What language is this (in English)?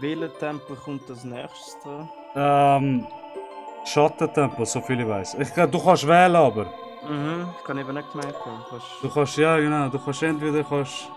Swiss German